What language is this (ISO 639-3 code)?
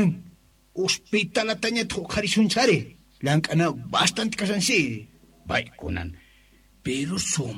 que